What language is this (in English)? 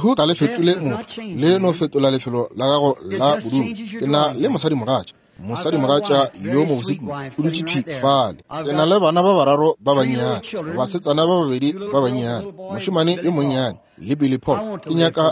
Northern Sotho